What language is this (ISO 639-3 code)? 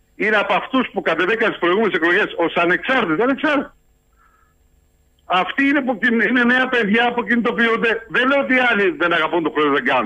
ell